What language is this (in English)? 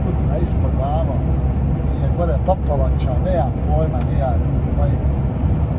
Croatian